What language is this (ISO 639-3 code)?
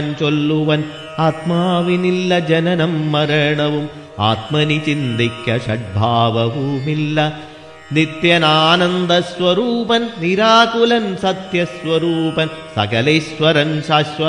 mal